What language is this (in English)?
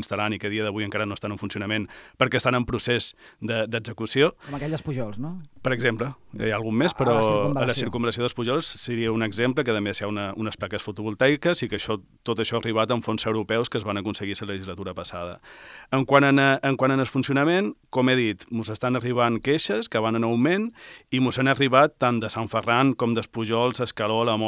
Catalan